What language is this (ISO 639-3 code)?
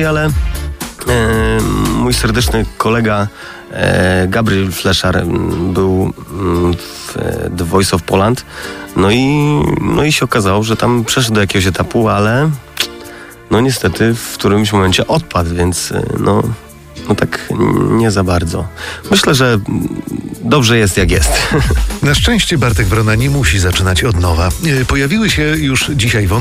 pol